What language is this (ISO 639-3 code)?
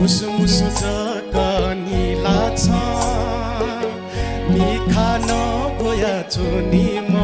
new